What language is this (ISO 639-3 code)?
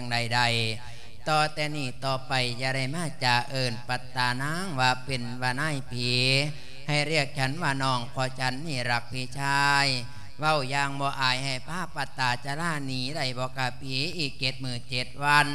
lao